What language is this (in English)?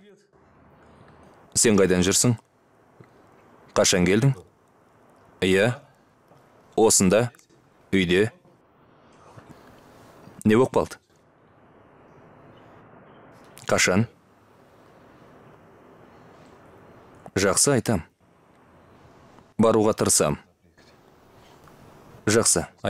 Kazakh